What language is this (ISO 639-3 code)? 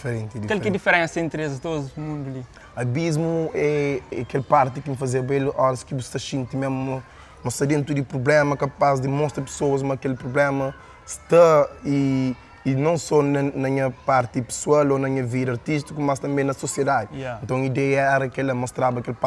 kea